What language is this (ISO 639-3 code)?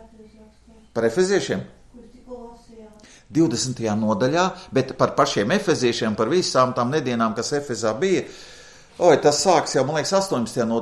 lav